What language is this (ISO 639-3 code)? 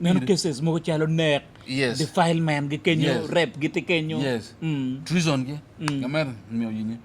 ach